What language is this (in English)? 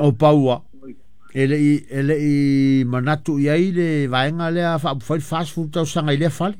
Samoan